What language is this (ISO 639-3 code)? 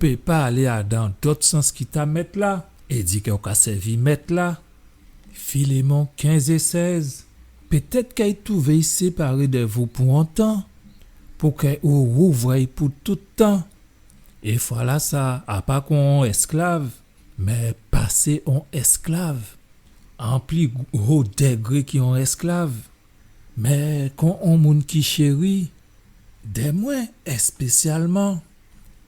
gcf